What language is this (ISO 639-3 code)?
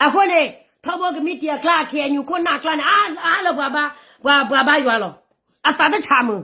ksw